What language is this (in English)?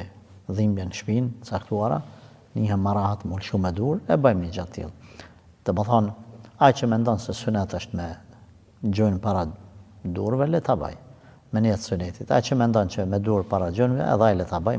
Albanian